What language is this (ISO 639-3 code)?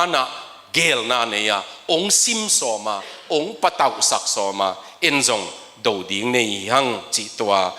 ctd